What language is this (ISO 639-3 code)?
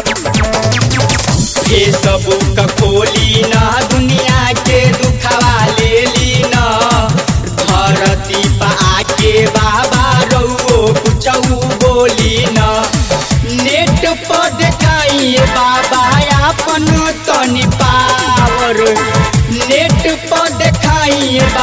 bho